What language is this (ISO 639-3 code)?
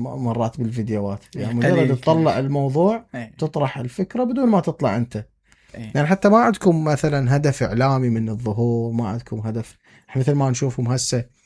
acm